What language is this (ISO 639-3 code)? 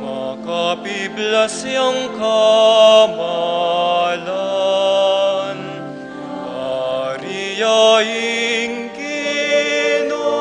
pam